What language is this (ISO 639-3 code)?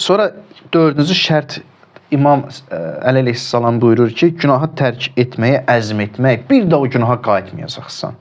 aze